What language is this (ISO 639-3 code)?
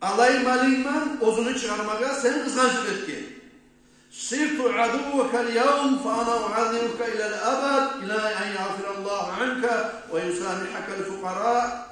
kum